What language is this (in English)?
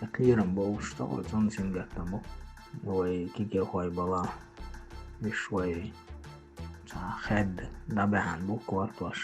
Chechen